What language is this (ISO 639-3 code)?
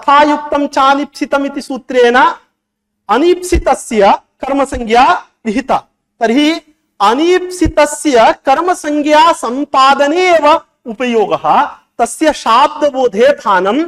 san